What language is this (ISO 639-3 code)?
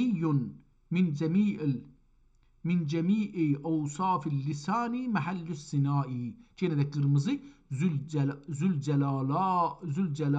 azb